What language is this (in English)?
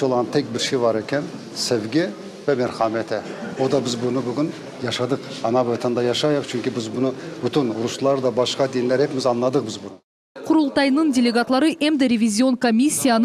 Crimean Tatar